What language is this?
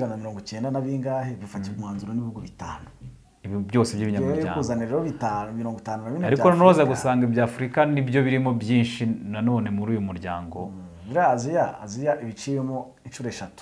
Kinyarwanda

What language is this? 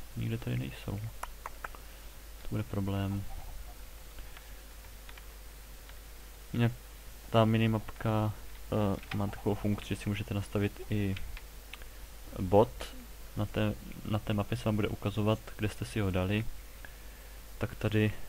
Czech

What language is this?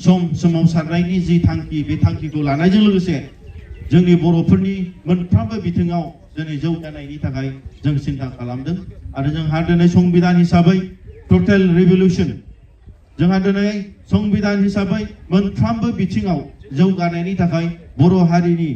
Bodo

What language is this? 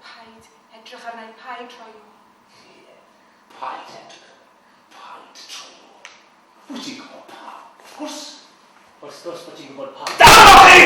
Welsh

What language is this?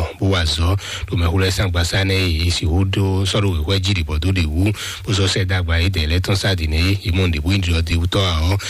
Fon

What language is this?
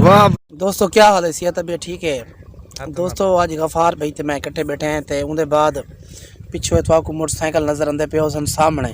Saraiki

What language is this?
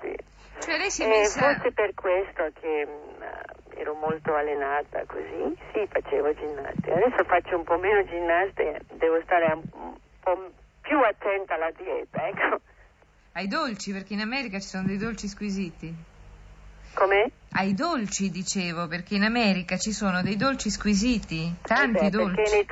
Italian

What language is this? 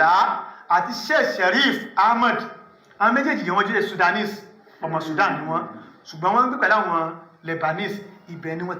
Yoruba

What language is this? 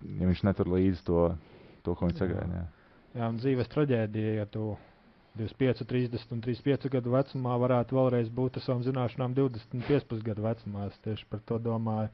Latvian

